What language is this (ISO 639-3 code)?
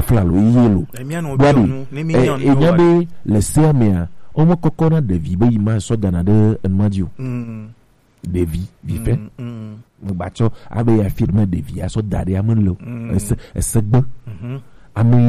gej